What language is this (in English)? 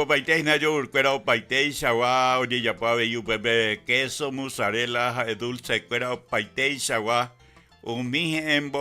Guarani